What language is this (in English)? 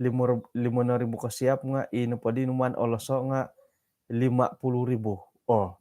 Central Dusun